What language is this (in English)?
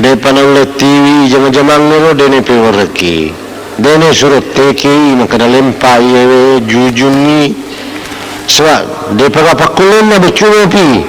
Buginese